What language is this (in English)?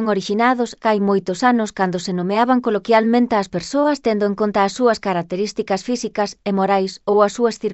Galician